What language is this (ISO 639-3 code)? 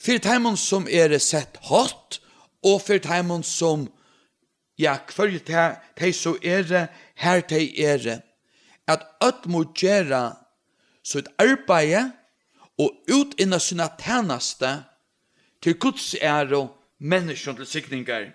fao